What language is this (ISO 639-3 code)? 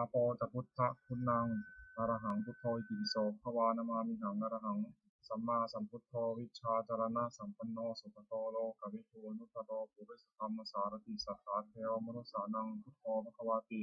pli